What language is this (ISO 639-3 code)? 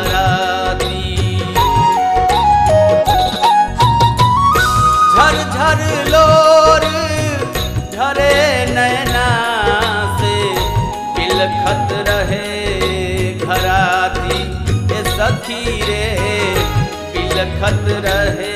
bho